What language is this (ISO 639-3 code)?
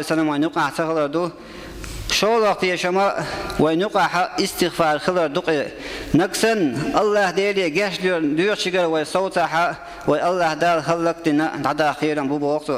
che